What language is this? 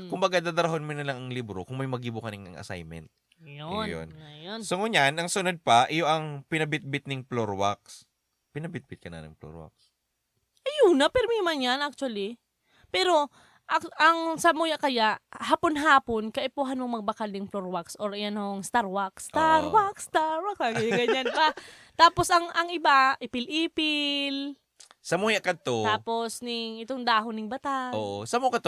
Bikol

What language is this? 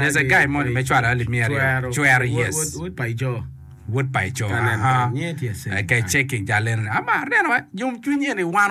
Acoli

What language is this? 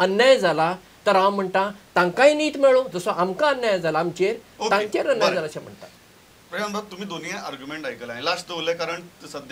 Konkani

